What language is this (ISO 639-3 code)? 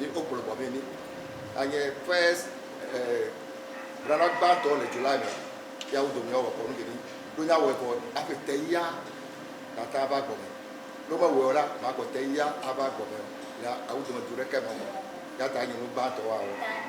ewe